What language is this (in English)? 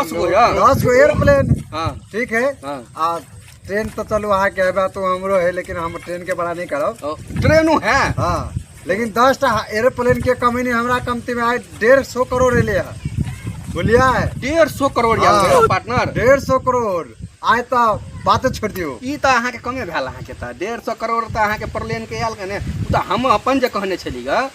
Maithili